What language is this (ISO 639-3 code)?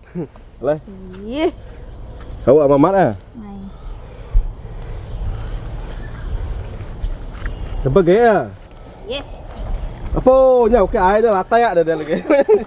msa